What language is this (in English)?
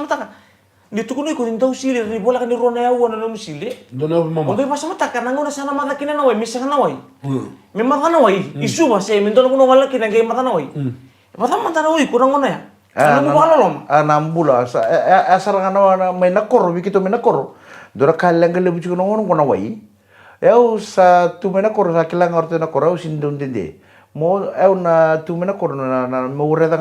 Fijian